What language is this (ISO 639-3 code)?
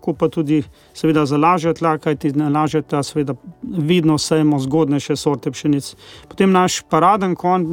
slv